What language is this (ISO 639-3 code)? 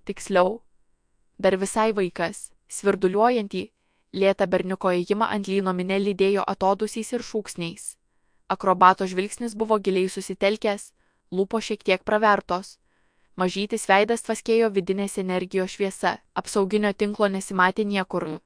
lit